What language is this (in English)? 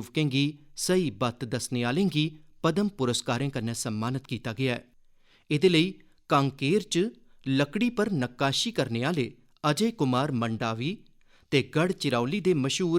Dogri